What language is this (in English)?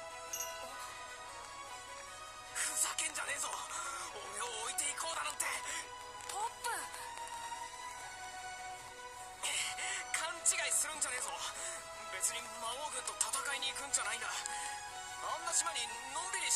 Japanese